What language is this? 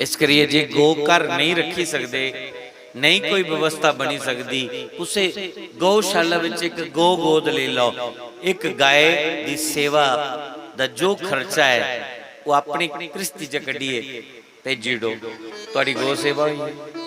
Dogri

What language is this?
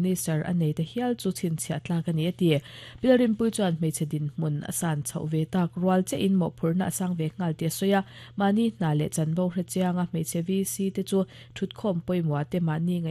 Mizo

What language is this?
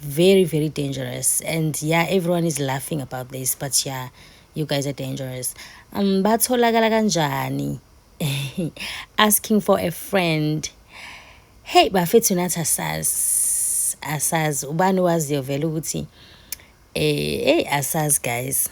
Zulu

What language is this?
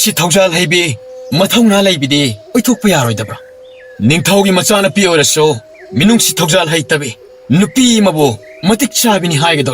Manipuri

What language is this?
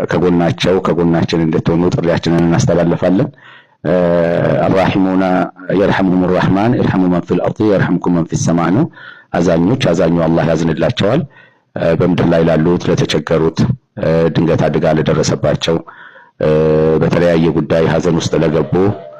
Amharic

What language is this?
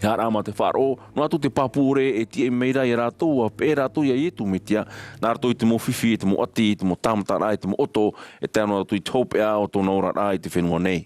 Tahitian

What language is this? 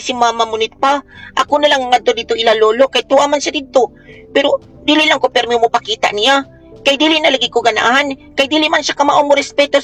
Cebuano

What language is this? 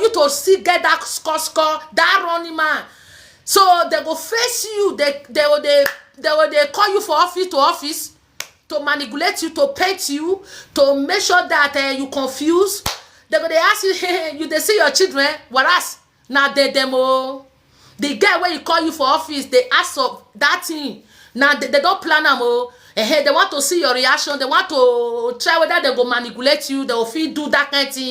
Nigerian Pidgin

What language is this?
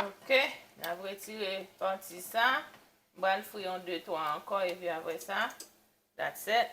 Haitian Creole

